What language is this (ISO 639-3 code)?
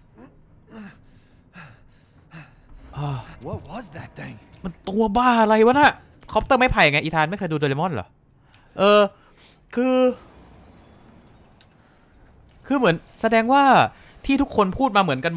tha